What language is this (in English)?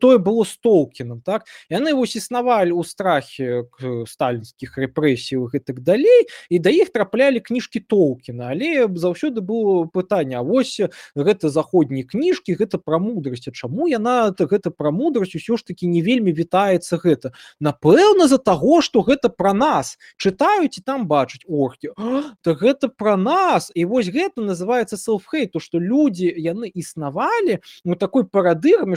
Belarusian